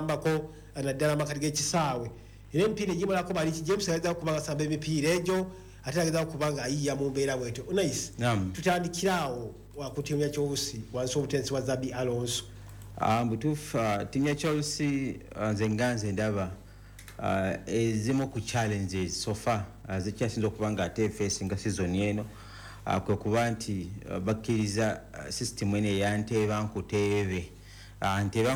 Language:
Ganda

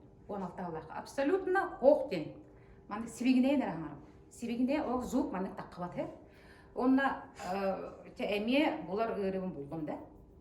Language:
Yakut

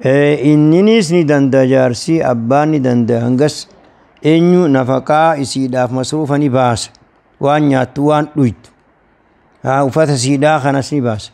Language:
Oromo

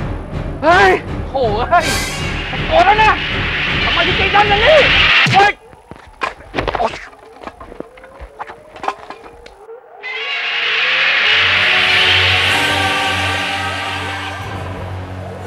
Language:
Thai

